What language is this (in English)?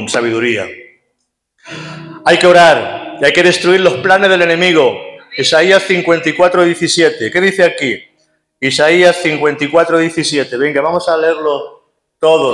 Spanish